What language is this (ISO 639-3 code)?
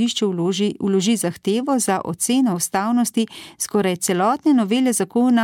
slv